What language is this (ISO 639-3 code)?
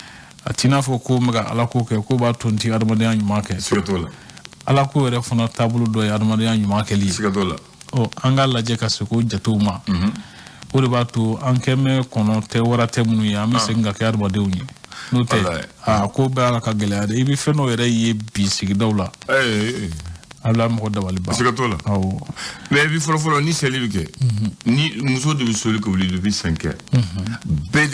bam